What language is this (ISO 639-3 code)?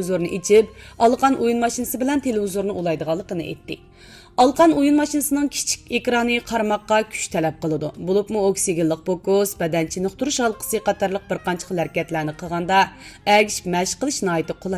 uig